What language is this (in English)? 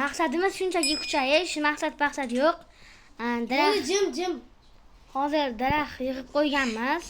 Uzbek